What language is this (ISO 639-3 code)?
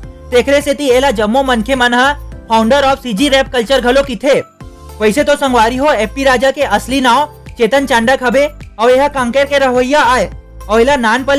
hne